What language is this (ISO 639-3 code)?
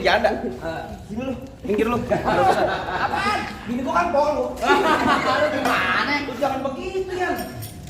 bew